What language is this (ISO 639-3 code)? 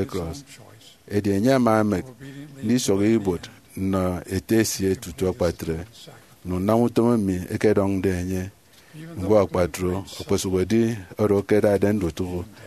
efi